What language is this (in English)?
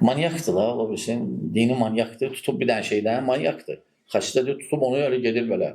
Azerbaijani